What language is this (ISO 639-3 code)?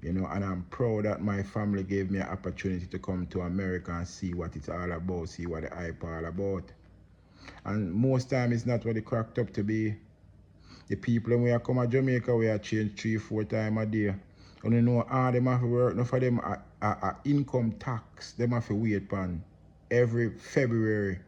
jam